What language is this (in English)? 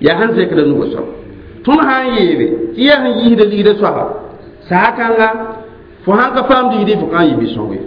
Mossi